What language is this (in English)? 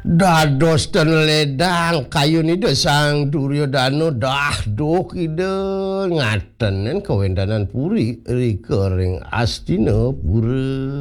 Balinese